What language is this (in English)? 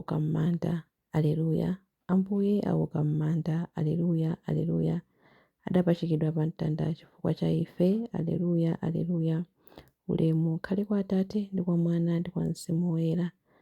Nyanja